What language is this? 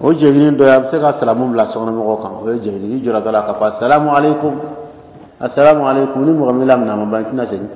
Bambara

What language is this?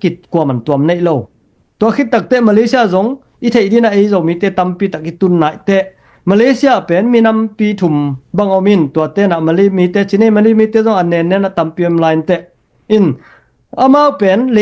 Tedim Chin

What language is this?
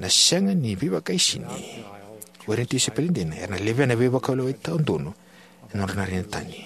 Fijian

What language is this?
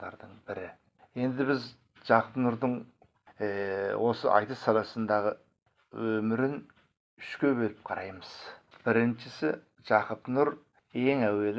Kazakh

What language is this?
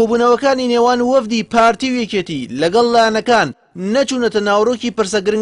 Central Kurdish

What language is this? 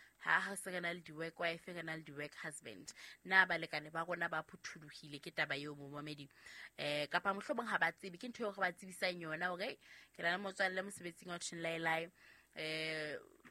Southern Sotho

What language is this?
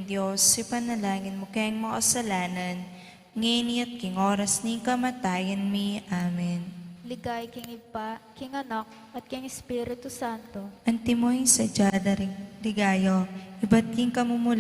Pampanga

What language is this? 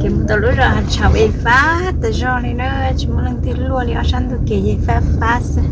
Hmong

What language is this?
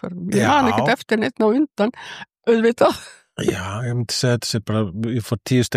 Icelandic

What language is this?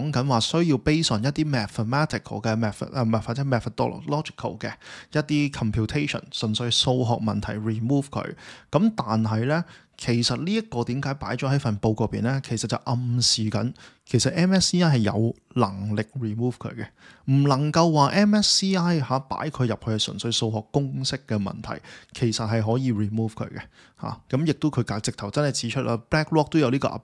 Cantonese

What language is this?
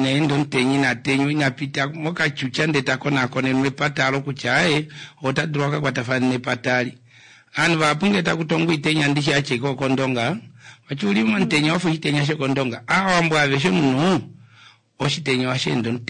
Kuanyama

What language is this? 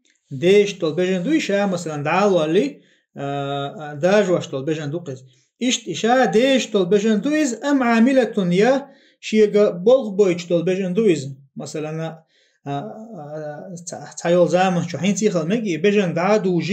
Chechen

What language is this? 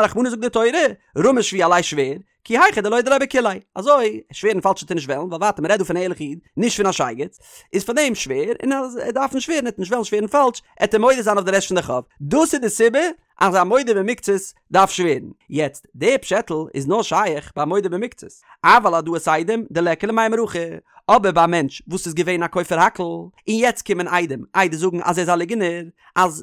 Yiddish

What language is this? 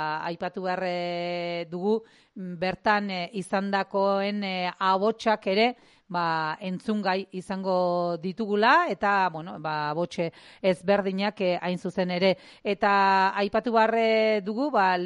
Basque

